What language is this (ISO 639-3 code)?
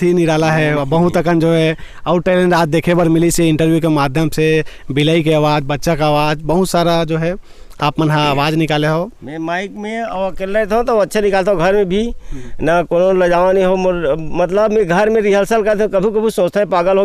hne